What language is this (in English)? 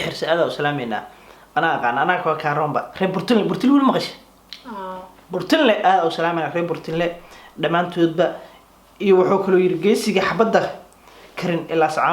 Somali